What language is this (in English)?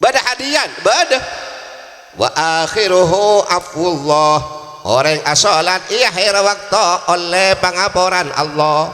Madurese